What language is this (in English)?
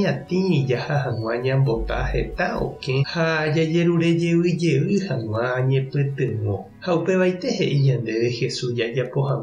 Guarani